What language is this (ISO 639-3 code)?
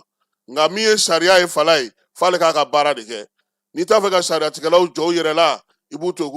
bam